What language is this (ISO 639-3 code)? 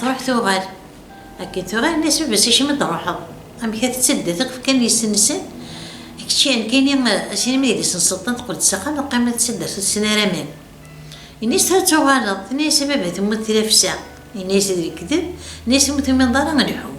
kab